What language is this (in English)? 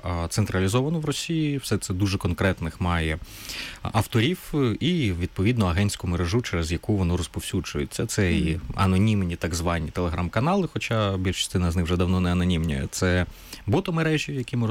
Ukrainian